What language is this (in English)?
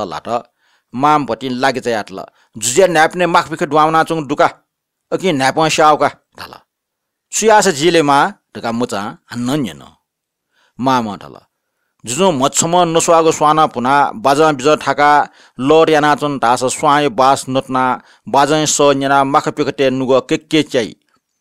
Newari